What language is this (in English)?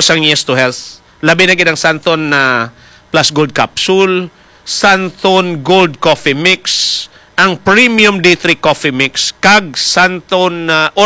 Hiligaynon